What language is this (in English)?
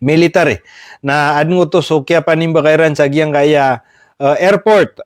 Maranao